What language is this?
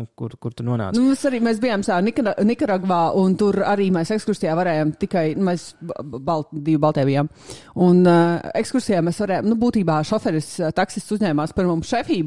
Latvian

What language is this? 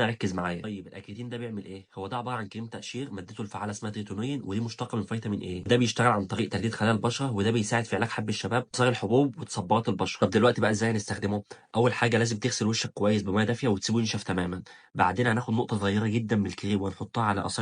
Egyptian Arabic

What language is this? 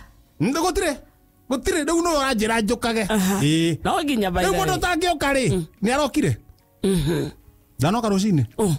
Kikuyu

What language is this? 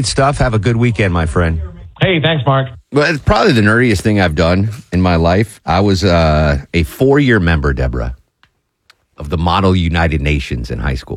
English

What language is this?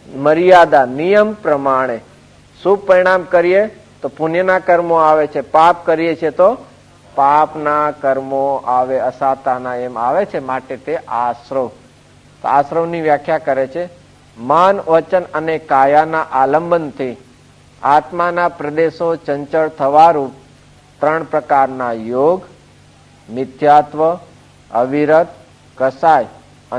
Gujarati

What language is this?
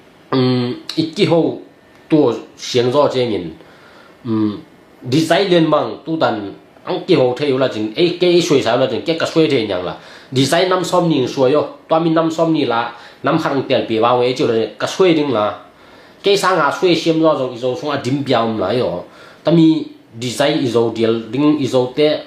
Tedim Chin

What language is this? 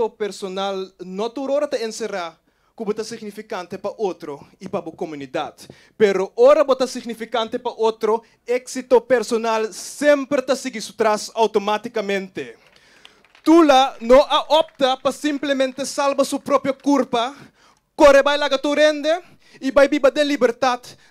Papiamento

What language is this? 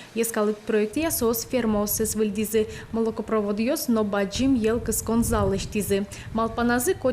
Udmurt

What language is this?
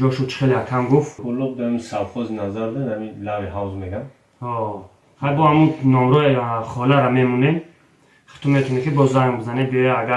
Tajik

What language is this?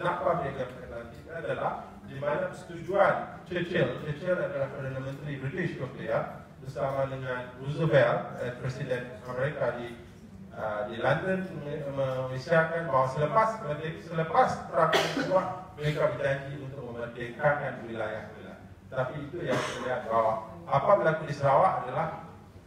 Malay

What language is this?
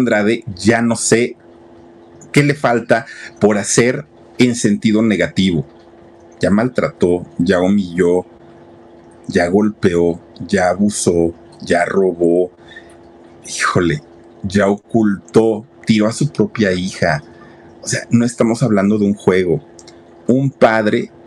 Spanish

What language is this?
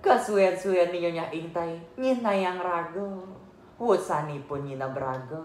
Balinese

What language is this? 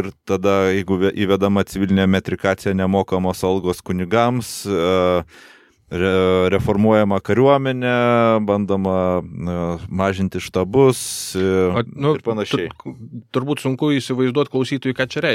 Lithuanian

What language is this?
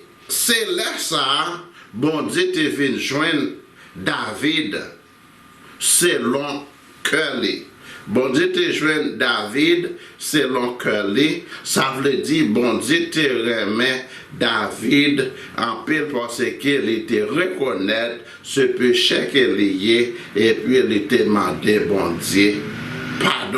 Haitian Creole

